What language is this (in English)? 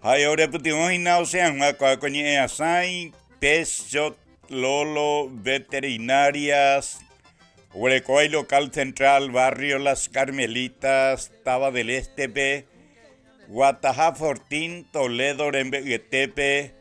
Guarani